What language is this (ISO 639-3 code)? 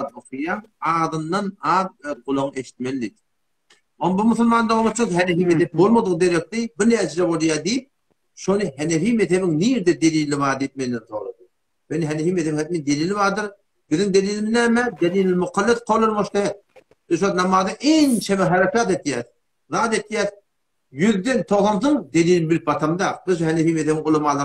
tuk